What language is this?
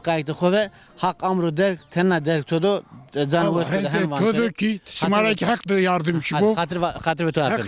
Zaza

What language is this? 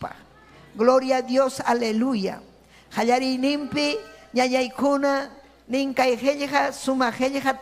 Ayacucho Quechua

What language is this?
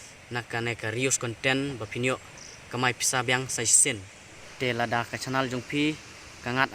Khasi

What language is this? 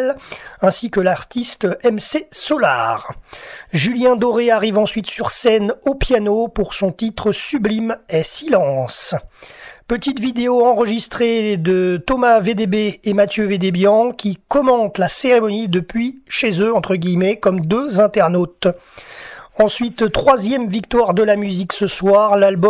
French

